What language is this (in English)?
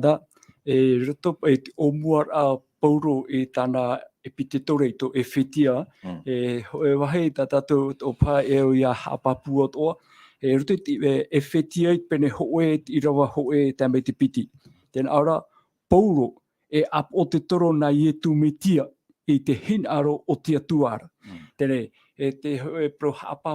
Tahitian